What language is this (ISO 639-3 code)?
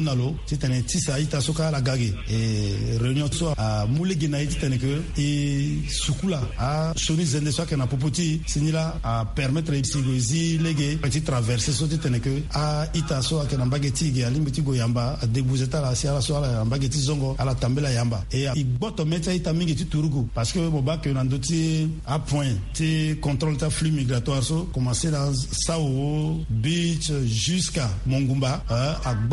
sag